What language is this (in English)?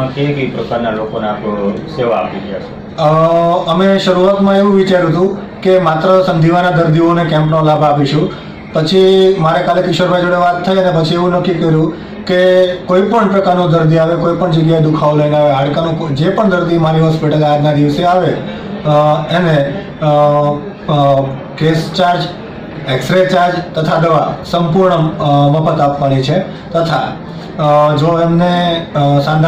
Gujarati